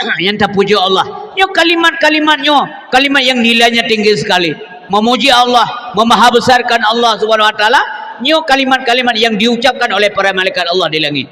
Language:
Achinese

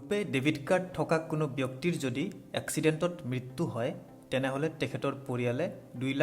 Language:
Assamese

